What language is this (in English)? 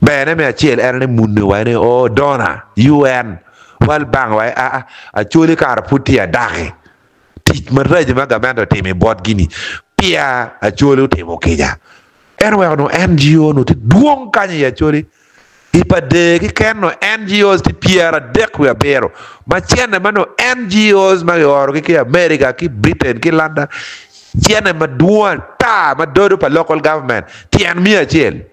Acoli